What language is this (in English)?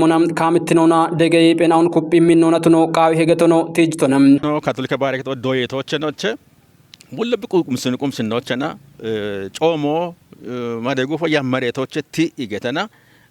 Kafa